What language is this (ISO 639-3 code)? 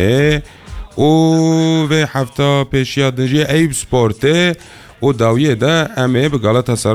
kur